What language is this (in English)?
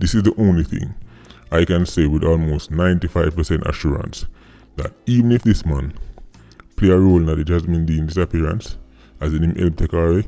Jamaican Creole English